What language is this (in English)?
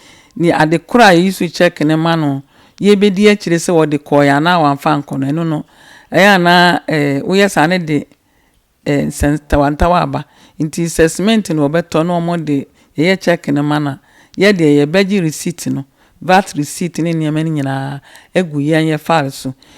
Akan